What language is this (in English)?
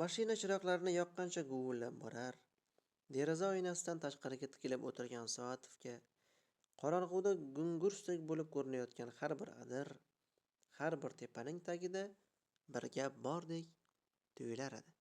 Uzbek